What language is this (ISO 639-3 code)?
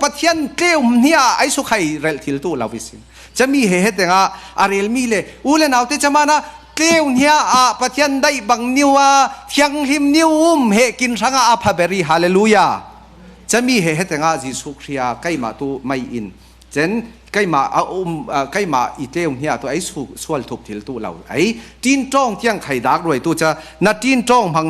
cfm